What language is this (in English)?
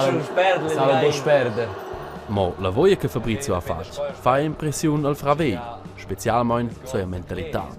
Romansh